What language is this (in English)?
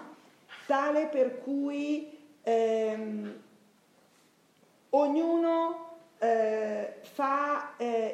Italian